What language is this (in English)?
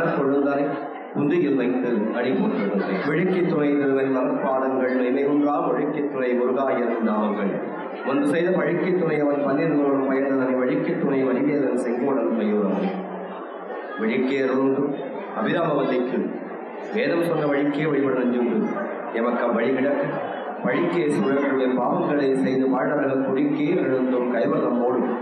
Tamil